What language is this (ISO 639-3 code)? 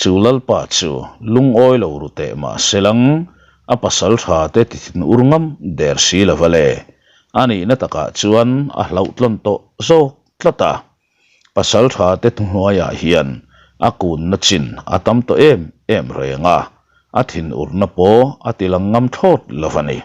lus